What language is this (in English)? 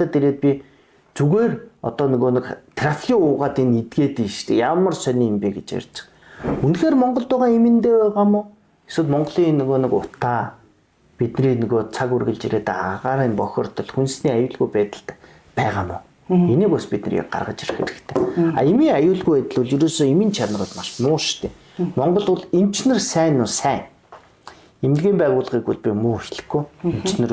Mongolian